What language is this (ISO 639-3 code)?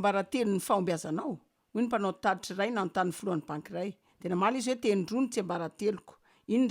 mlg